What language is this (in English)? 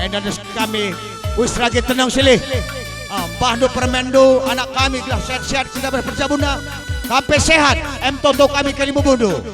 Batak Karo